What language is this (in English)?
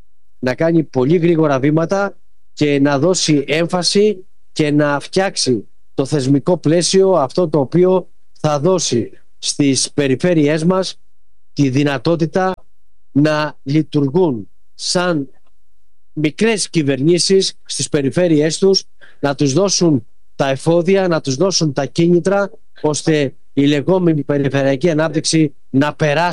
Greek